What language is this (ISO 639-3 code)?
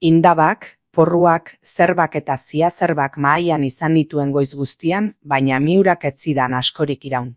eus